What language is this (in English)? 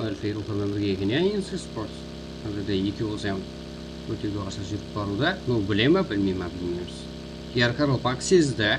Kara-Kalpak